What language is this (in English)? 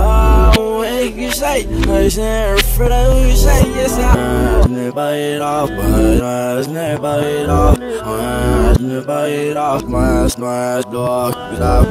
English